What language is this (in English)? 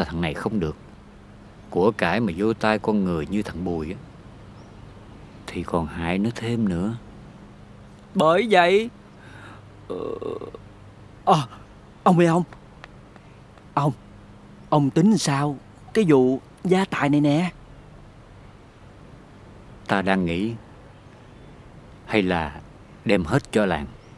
Vietnamese